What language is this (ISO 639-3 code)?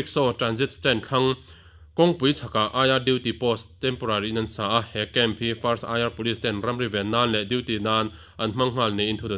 lus